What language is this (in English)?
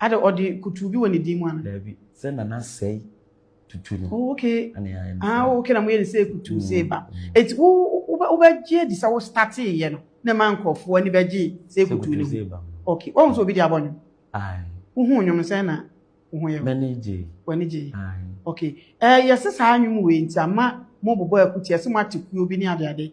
Akan